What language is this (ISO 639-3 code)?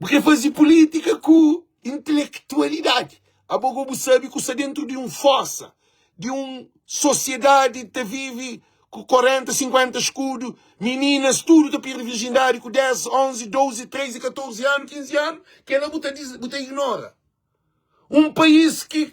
kea